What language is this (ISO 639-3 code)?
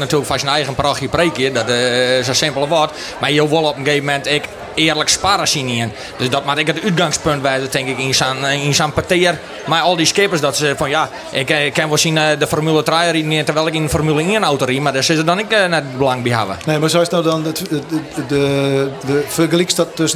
fry